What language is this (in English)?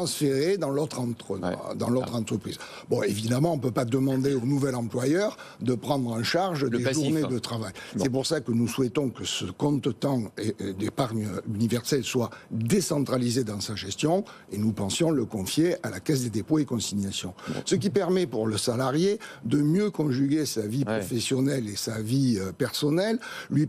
French